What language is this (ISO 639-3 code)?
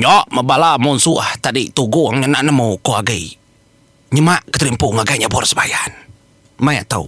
iba